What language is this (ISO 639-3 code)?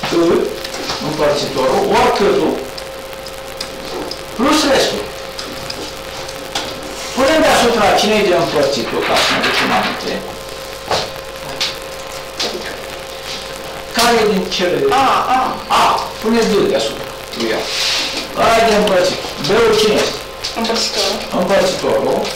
ron